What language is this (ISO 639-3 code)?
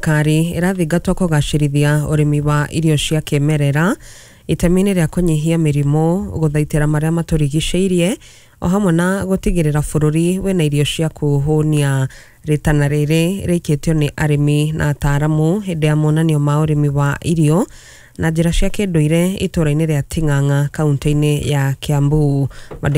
kik